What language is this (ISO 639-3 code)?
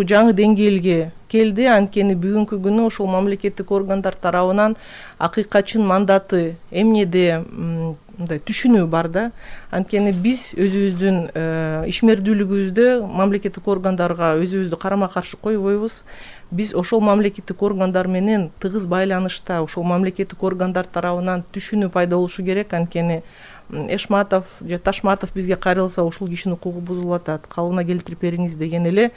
kir